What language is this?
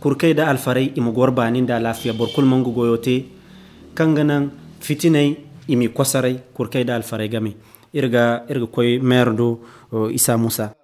Zarma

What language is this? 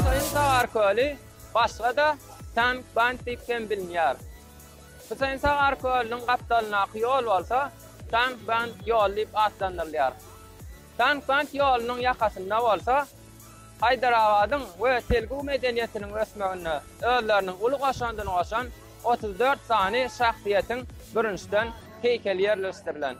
Turkmen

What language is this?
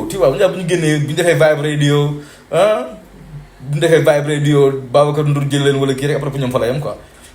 Wolof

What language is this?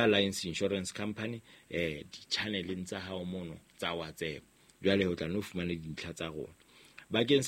Southern Sotho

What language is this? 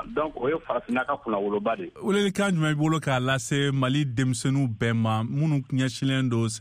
Bambara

